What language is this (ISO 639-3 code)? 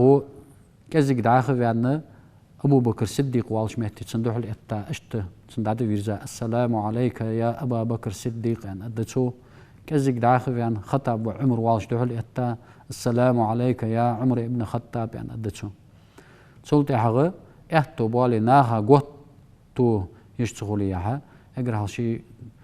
inh